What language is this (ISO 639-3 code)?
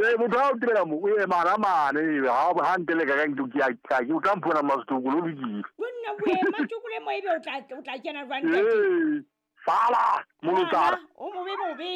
sot